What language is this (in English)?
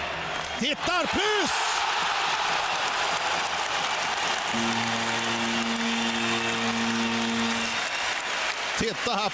Swedish